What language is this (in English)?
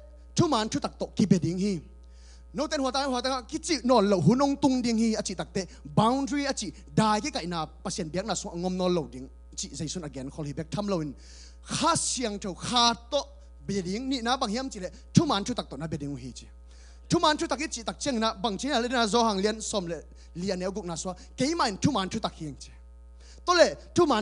Tedim Chin